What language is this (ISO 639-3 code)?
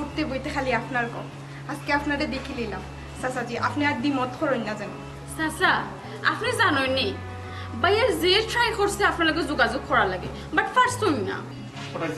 syl